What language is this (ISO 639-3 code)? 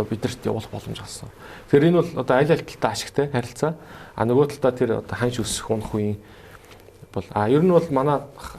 mon